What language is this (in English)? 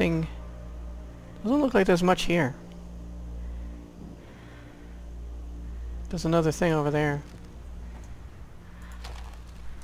English